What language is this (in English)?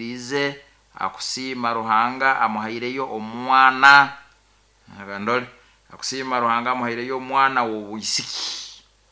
Nyoro